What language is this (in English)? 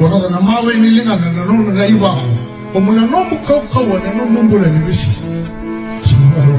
Fijian